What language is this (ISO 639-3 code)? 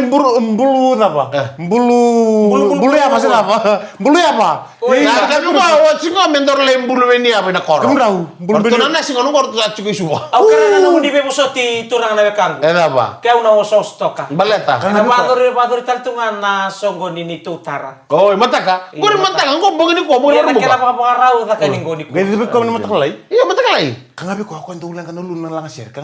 fij